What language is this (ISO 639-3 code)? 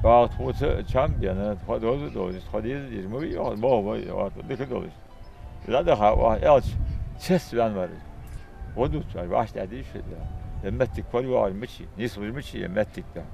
inh